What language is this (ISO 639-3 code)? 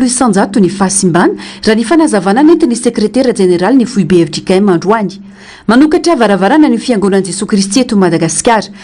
mlg